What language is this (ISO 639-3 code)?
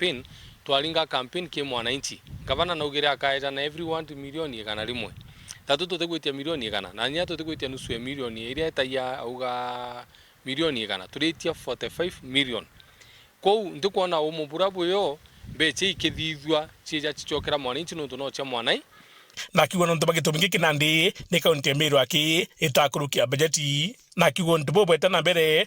mer